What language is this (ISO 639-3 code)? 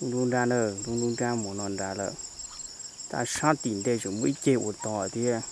hmn